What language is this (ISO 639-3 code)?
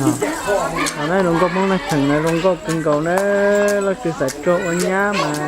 hmn